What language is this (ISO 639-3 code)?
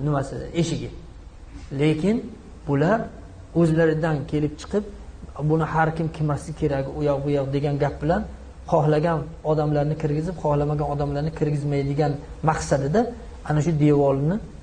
uzb